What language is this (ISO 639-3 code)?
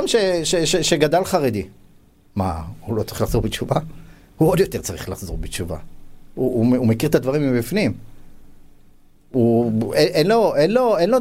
heb